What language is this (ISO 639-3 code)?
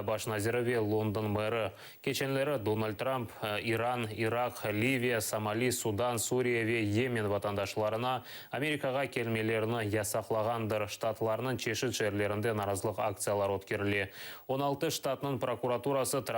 crh